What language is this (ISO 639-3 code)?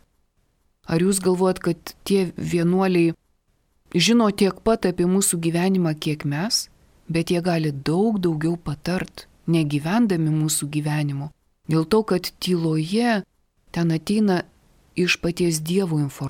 lit